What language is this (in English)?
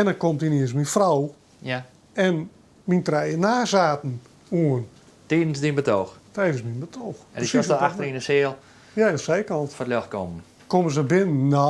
Western Frisian